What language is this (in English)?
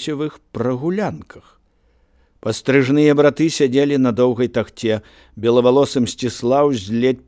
Belarusian